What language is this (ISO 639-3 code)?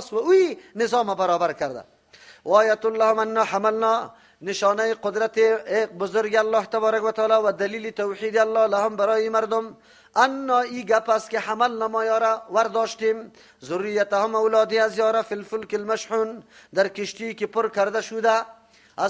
fas